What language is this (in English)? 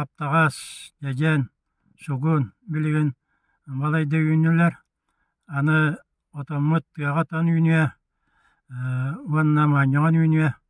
Yakut